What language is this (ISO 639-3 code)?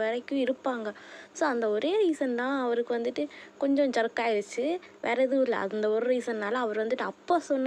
tam